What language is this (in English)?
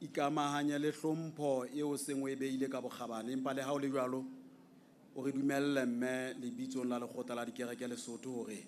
Southern Sotho